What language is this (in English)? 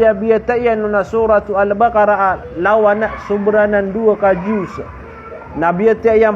Maranao